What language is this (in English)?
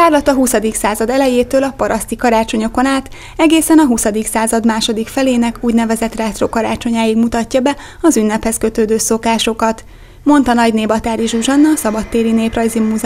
Hungarian